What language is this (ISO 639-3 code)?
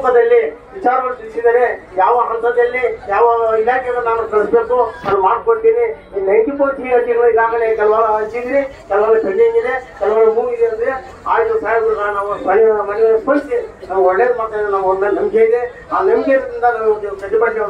kan